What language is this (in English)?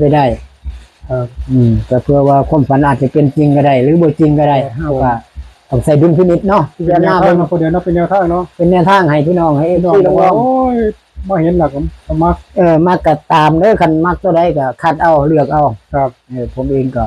Northeastern Thai